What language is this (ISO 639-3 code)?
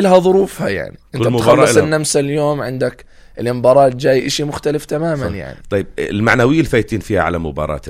apc